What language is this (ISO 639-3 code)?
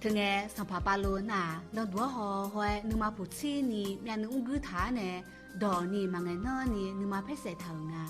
ahk